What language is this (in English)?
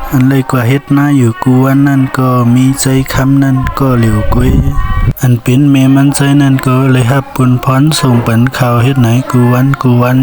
Shan